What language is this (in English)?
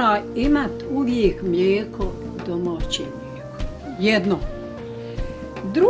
Bosnian